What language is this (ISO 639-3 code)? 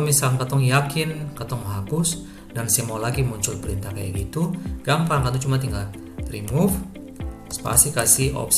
abs